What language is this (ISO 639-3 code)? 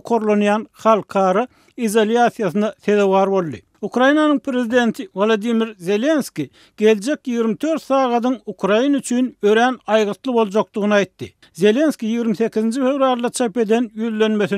tuk